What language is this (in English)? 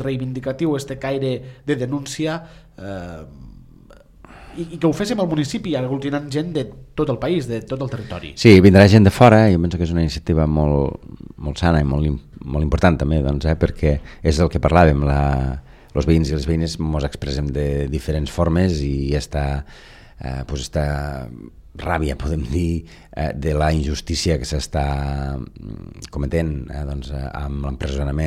Catalan